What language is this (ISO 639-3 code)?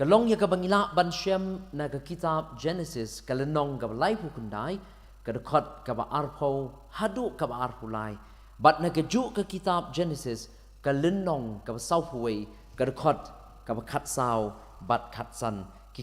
kha